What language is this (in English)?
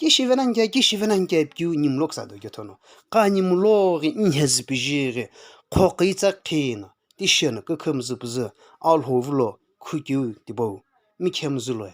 Sumi Naga